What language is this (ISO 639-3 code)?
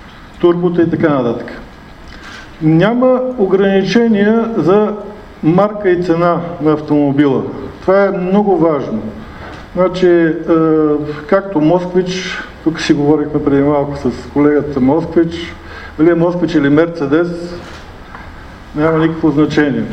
bul